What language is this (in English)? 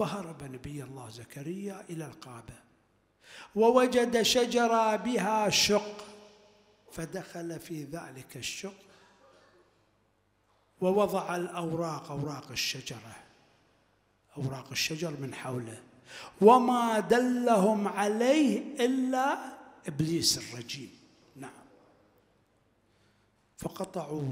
Arabic